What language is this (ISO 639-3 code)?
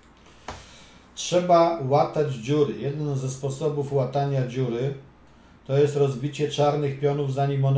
pol